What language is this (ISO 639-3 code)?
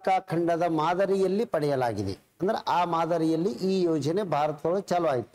kan